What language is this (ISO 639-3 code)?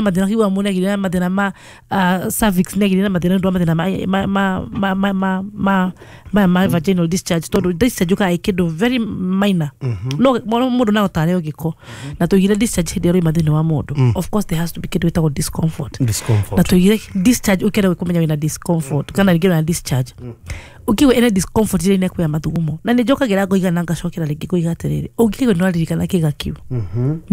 kik